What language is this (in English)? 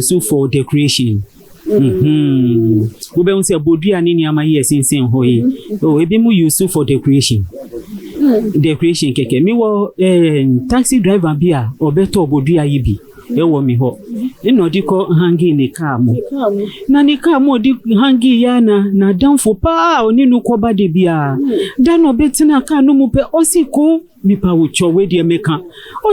Akan